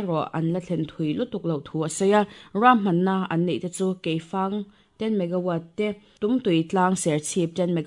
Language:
Mizo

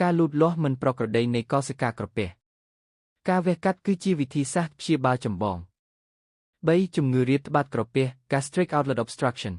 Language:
Khmer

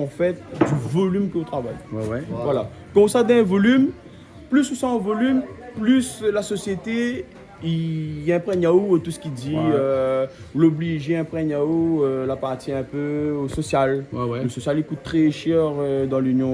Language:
Réunion Creole French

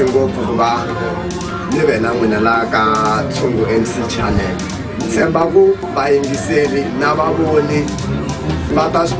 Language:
Tsonga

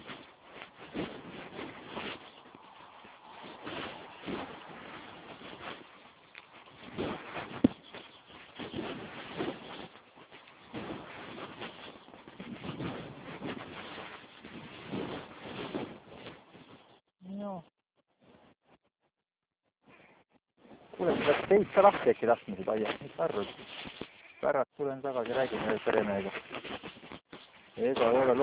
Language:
Estonian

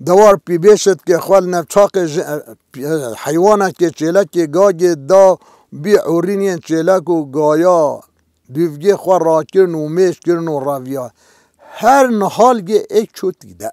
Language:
Kurdish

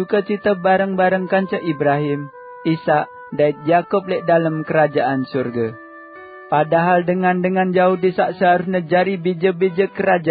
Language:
Sasak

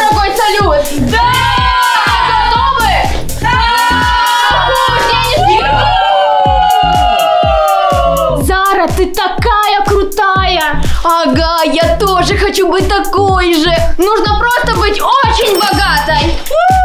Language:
Russian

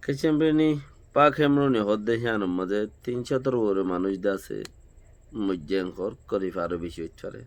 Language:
Rohingya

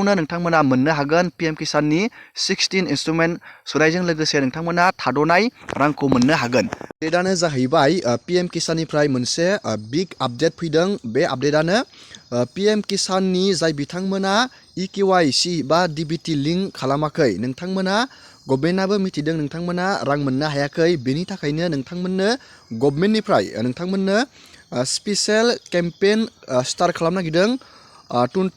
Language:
Bodo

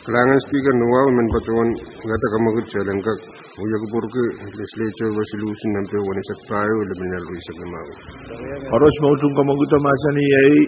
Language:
Pohnpeian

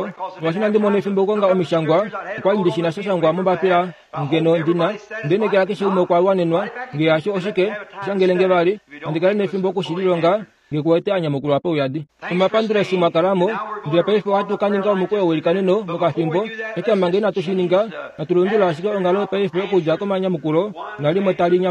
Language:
Kuanyama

